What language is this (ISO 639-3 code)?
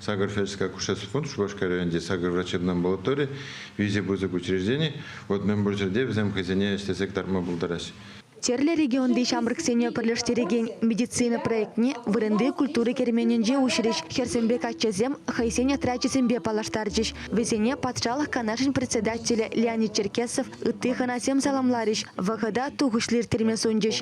chv